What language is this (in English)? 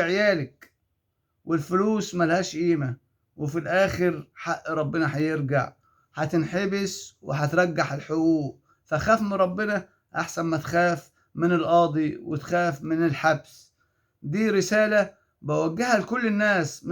Egyptian Arabic